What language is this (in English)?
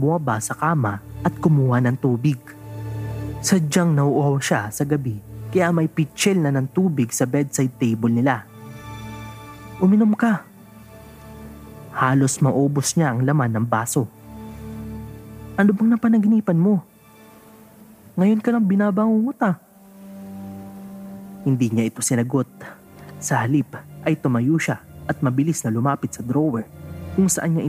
Filipino